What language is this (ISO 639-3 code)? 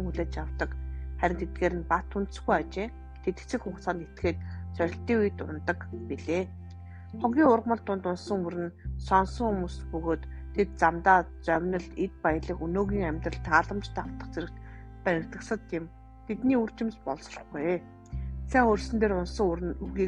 mon